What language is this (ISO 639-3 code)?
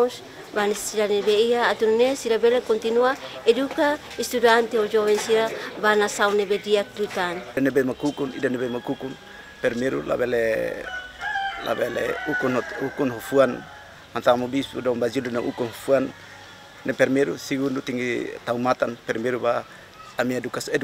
tet